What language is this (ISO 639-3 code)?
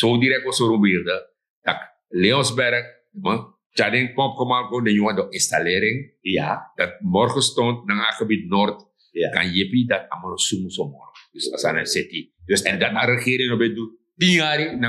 srn